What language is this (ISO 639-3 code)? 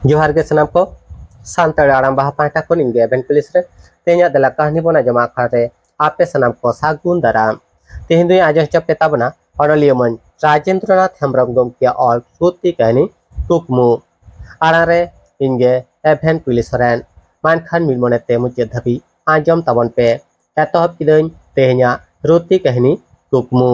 sat